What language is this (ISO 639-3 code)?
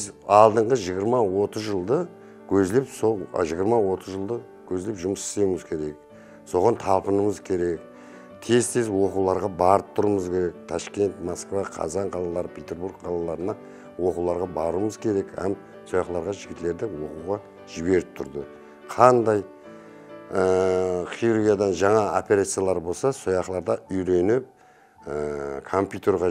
kaa